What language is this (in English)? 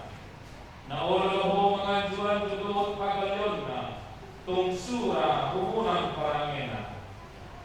Batak Toba